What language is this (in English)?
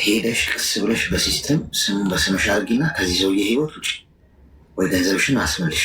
Amharic